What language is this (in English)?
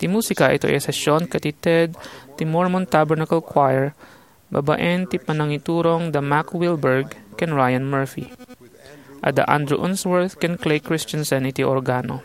Iloko